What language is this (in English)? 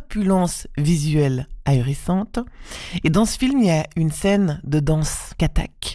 French